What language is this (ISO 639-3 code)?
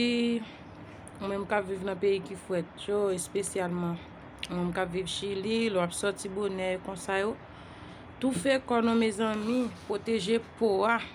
hat